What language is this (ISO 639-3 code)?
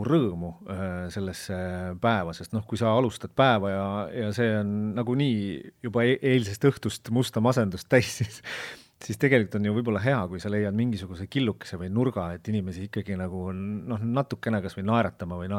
est